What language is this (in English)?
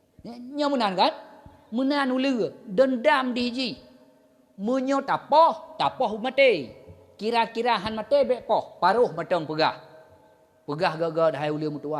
Achinese